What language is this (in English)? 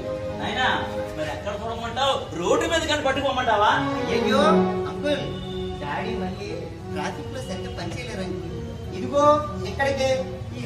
Telugu